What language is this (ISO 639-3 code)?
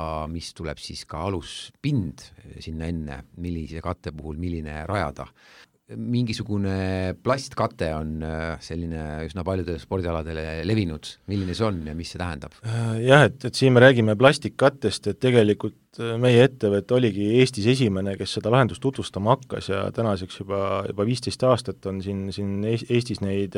est